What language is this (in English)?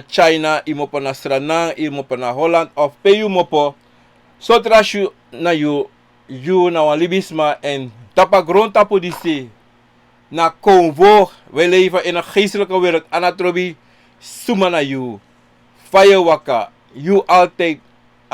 Sranan Tongo